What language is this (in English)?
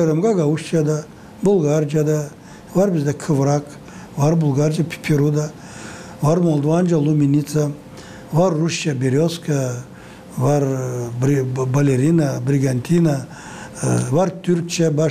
Gagauz